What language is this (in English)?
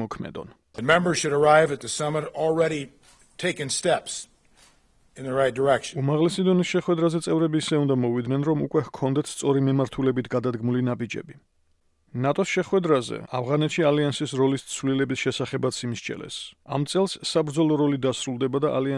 Georgian